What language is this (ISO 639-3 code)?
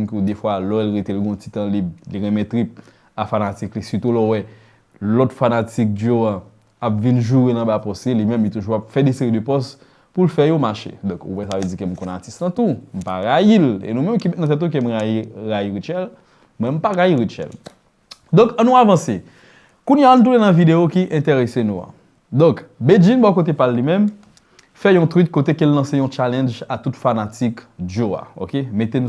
hat